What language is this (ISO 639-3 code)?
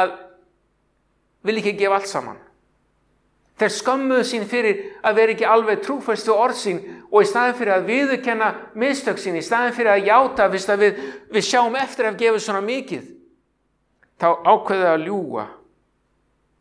isl